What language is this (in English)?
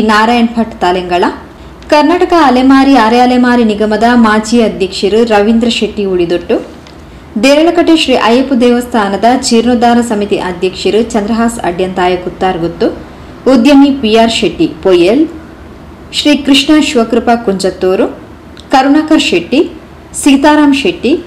Kannada